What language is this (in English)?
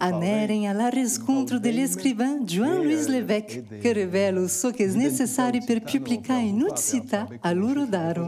Occitan